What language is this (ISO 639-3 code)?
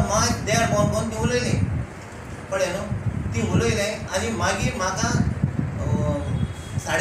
kok